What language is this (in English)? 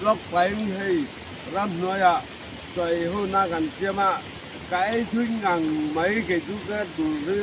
Mizo